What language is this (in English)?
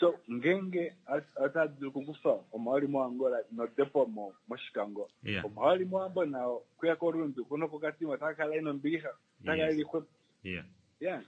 Kuanyama